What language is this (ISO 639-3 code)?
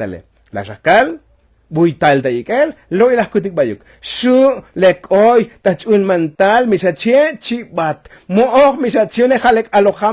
tzo